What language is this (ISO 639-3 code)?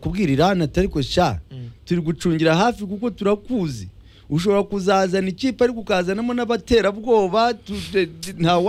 kin